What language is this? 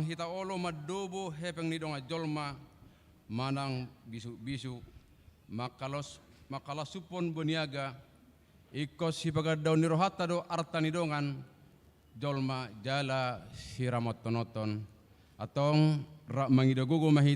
Batak Toba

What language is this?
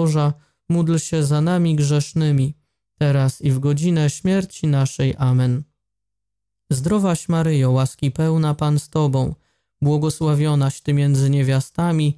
Polish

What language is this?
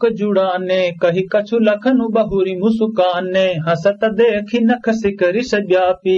Awadhi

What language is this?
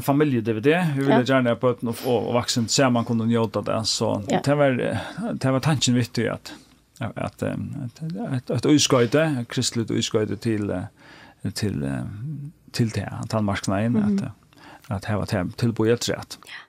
Faroese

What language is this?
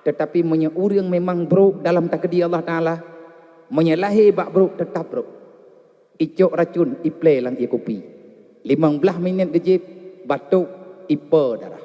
Achinese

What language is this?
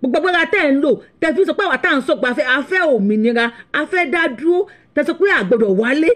Yoruba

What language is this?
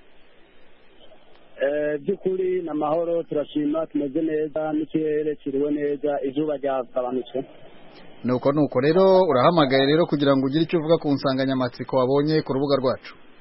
Kinyarwanda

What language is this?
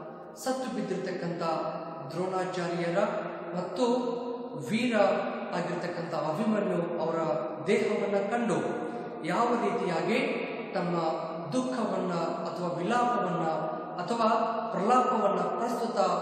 Kannada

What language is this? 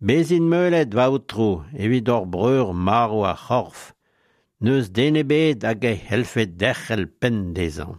Breton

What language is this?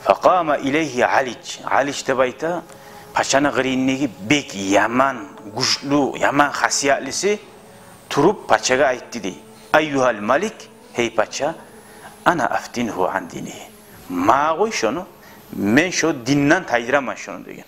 Kumyk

